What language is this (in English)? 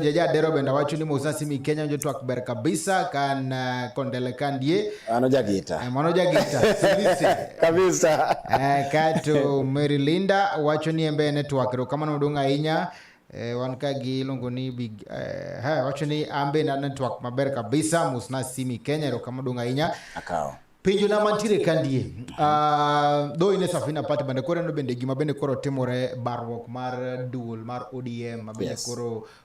Luo (Kenya and Tanzania)